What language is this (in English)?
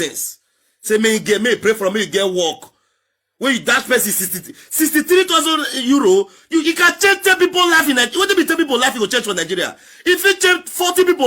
Nigerian Pidgin